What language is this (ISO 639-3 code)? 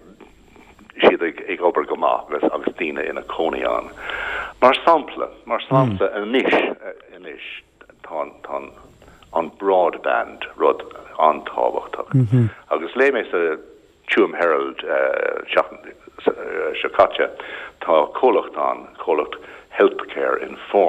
gle